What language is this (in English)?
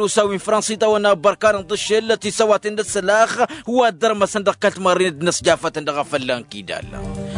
Tamasheq